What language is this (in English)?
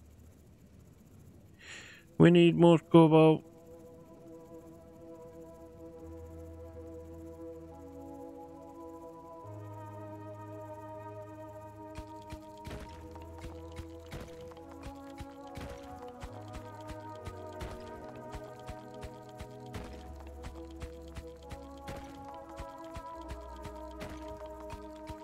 English